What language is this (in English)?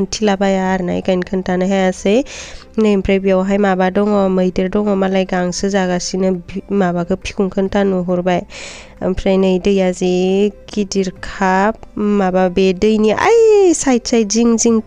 Bodo